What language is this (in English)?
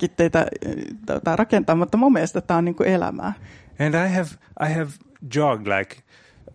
Finnish